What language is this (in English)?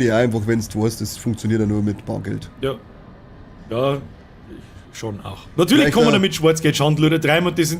Bavarian